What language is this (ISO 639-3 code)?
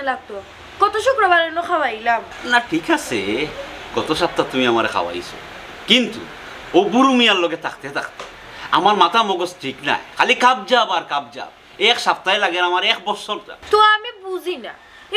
syl